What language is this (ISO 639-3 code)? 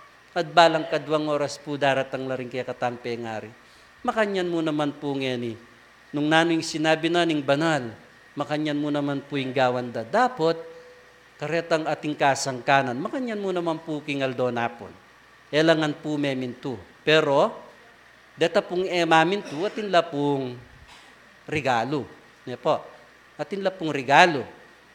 pam